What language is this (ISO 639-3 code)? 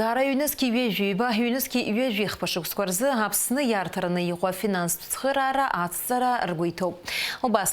abk